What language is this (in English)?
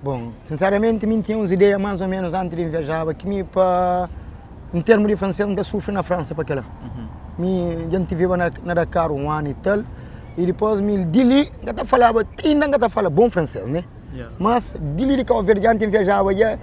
Kabuverdianu